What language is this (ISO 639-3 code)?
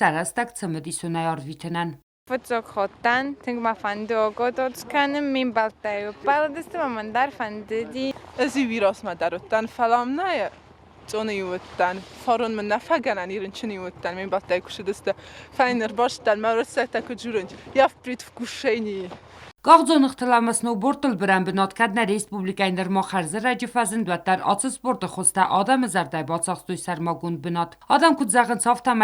oss